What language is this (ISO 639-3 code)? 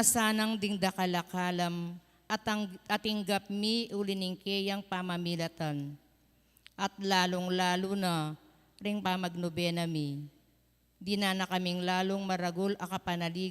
pam